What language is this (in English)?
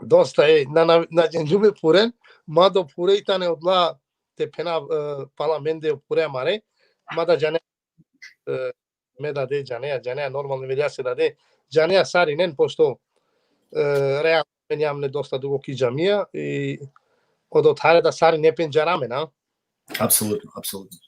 Balkan Romani